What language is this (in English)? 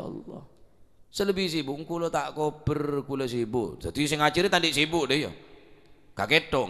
Madurese